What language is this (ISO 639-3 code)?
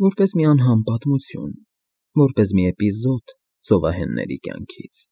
hye